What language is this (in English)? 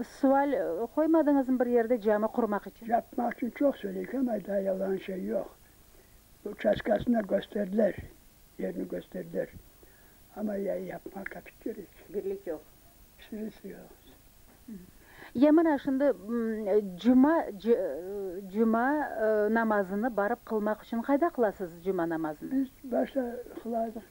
Crimean Tatar